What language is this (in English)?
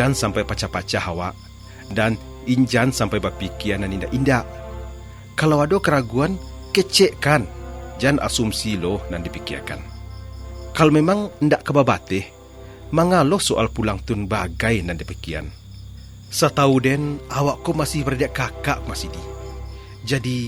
Minangkabau